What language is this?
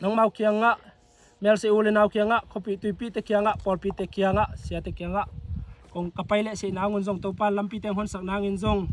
Tedim Chin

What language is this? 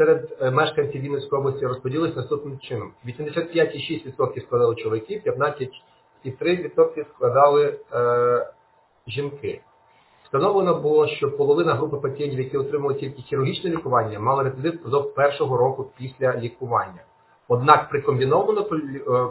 Ukrainian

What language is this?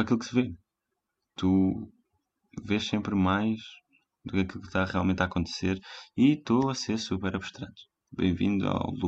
Portuguese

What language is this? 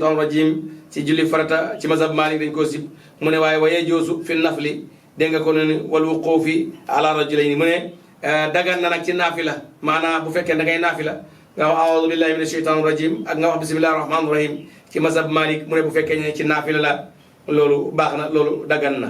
Wolof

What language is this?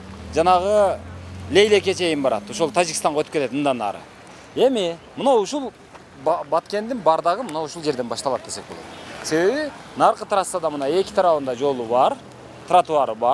Kyrgyz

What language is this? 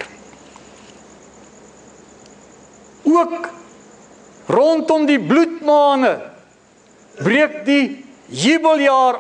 Afrikaans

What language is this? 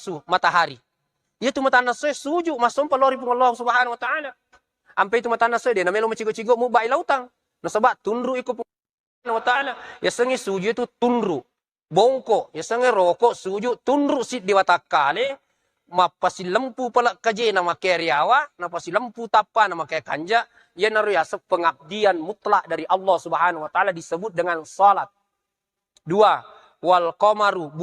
Buginese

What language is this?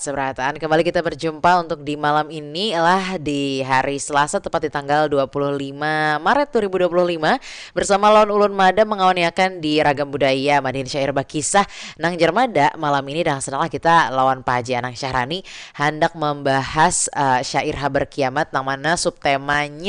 Banjar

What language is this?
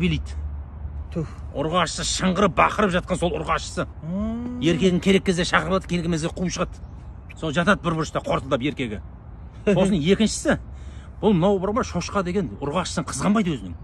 Kazakh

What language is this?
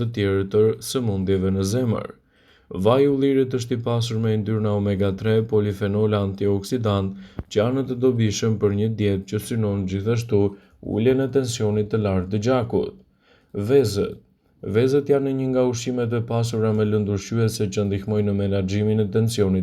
Albanian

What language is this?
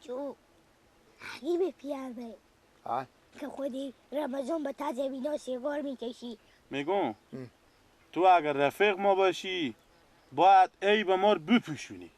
Persian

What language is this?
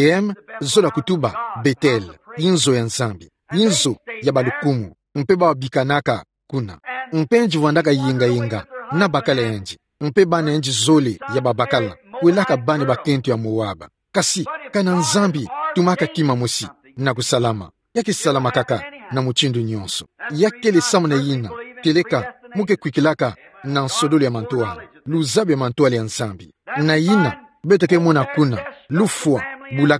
Kituba (Democratic Republic of Congo)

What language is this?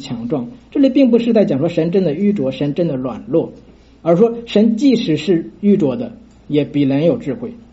Chinese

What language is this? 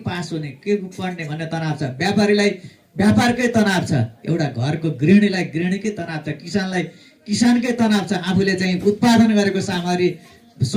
Nepali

